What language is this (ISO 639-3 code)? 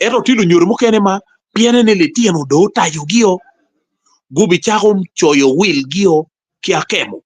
ach